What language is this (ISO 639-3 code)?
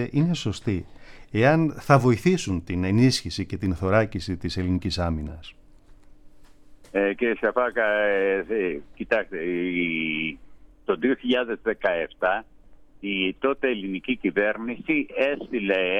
ell